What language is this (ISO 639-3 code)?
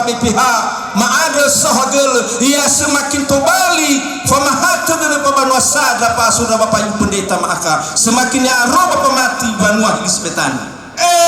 nia